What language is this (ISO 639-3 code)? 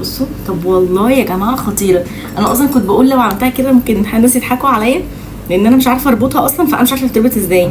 arz